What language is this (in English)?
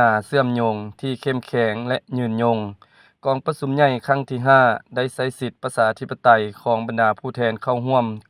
Lao